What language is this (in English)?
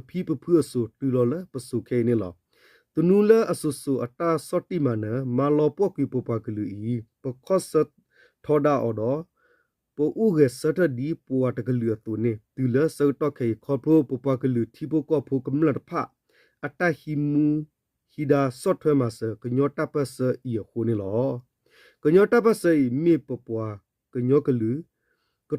S'gaw Karen